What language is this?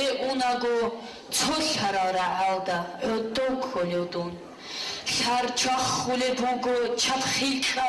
Avaric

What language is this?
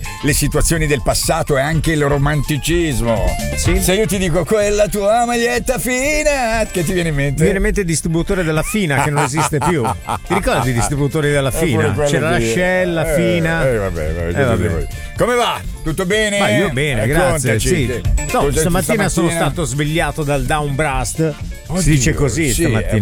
Italian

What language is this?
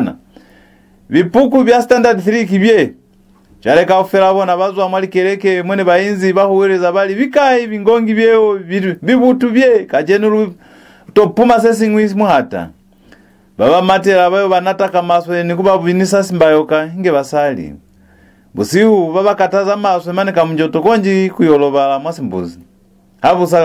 Lozi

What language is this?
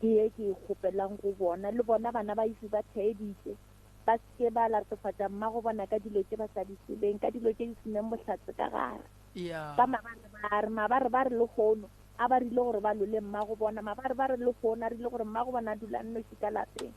Northern Sotho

